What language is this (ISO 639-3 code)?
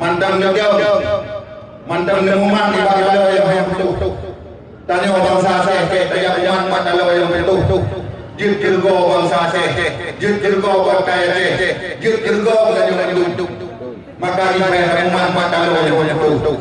ace